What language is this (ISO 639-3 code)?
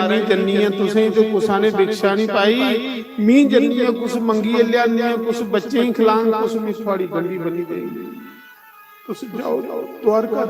doi